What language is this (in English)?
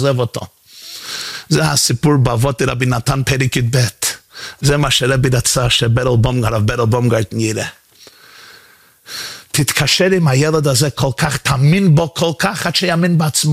Hebrew